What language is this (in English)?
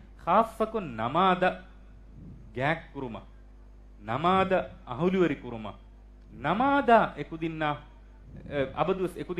Divehi